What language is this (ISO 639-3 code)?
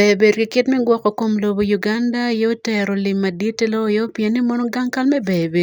ach